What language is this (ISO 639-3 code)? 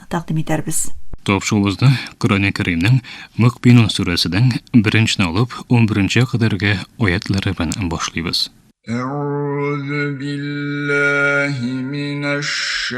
tat